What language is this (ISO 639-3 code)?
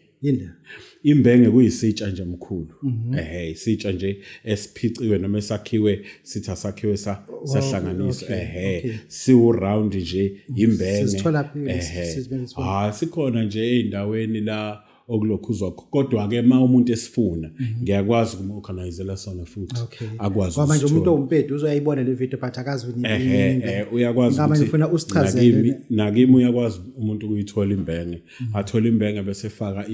zul